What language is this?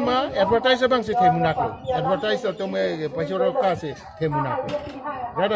Karbi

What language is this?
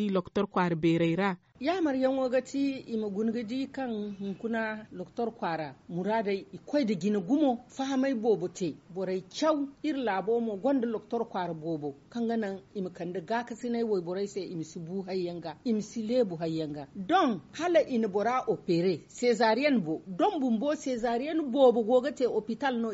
Zarma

